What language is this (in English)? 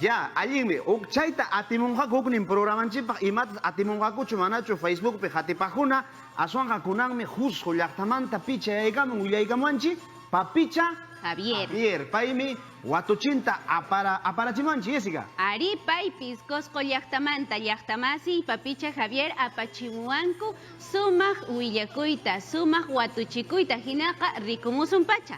Quechua